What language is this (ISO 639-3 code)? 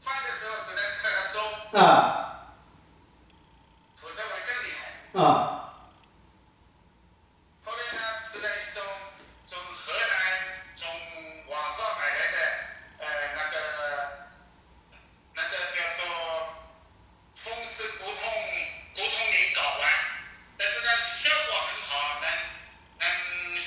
zho